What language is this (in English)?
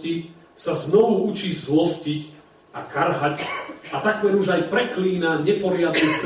Slovak